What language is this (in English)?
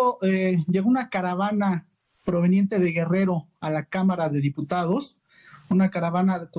Spanish